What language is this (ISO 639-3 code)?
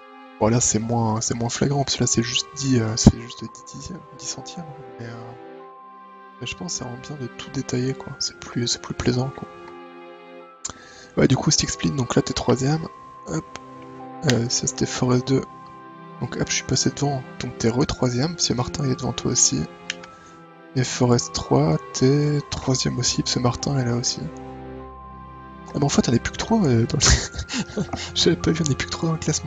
fra